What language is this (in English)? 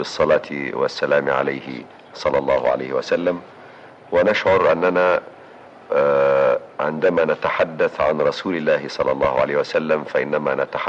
Arabic